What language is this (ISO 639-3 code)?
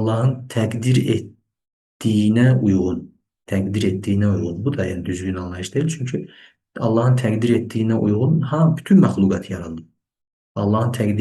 aze